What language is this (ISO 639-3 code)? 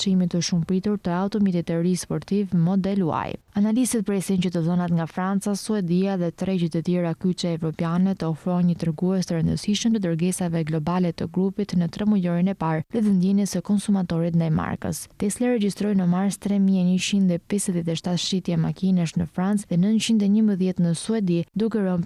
sqi